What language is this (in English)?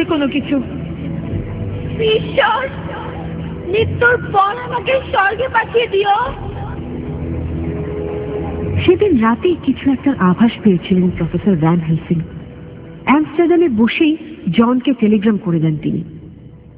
Bangla